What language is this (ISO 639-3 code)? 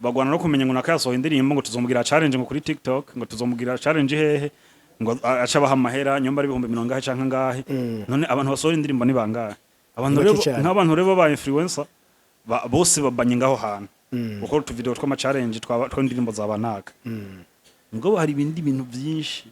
run